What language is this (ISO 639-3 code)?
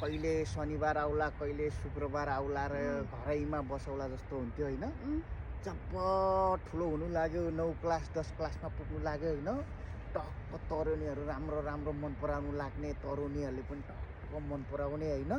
nep